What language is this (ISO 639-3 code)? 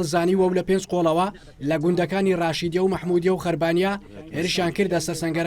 ckb